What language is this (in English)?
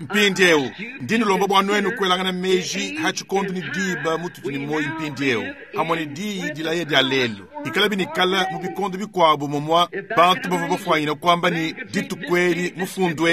Luba-Lulua